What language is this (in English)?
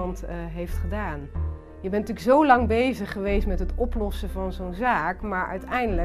Dutch